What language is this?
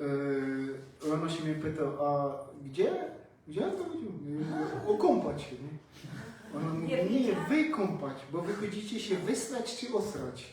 Silesian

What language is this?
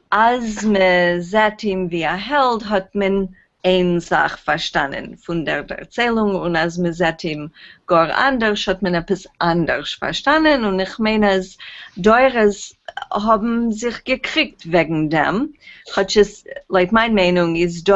Yiddish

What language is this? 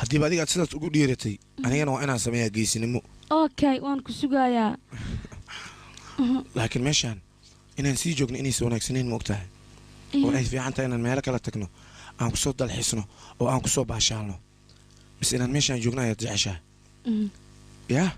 Somali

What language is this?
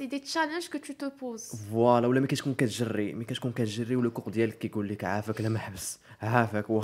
Moroccan Arabic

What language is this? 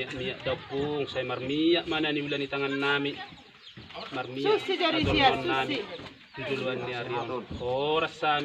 Batak Toba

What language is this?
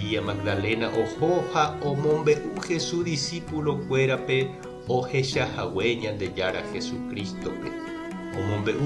Guarani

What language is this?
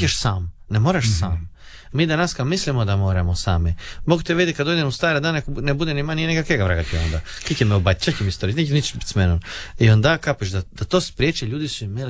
Croatian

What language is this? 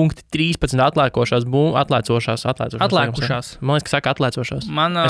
Latvian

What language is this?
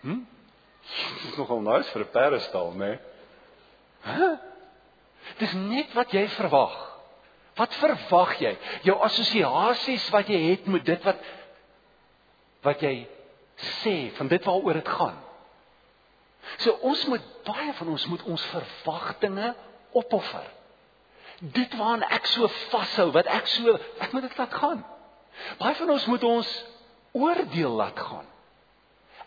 Afrikaans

